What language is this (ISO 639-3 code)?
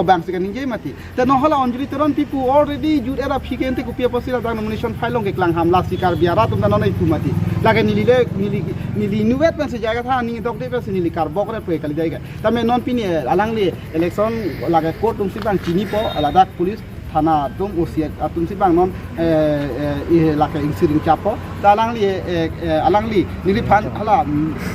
mjw